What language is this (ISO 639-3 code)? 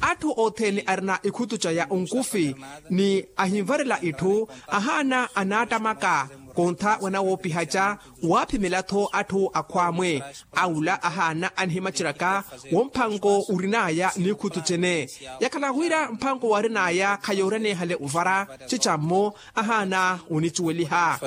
vmw